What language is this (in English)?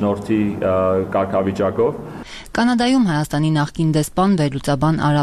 Armenian